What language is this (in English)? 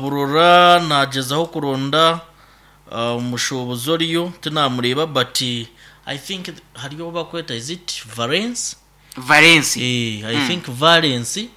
Nyankole